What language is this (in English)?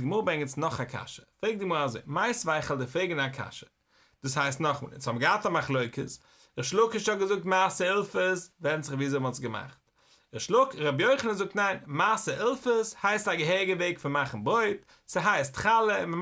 Yiddish